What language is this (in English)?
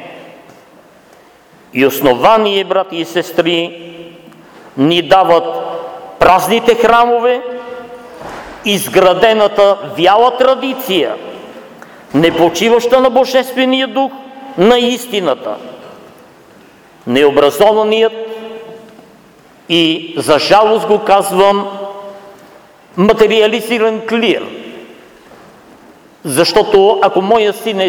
Bulgarian